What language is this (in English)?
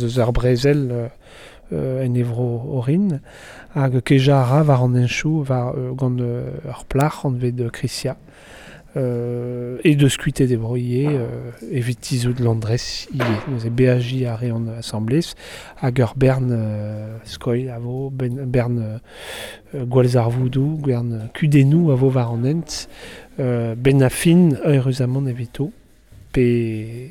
Breton